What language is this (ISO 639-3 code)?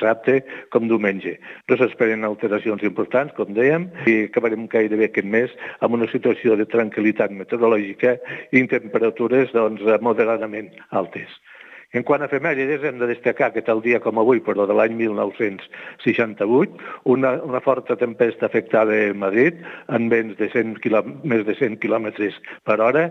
cat